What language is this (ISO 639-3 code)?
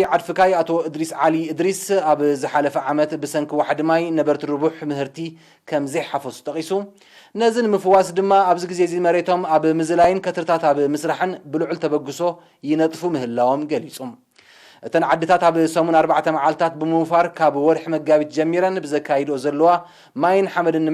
tir